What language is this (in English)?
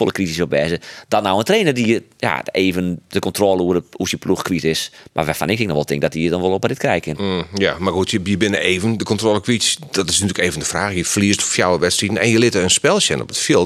Western Frisian